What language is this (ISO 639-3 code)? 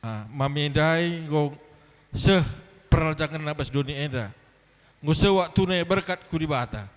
btx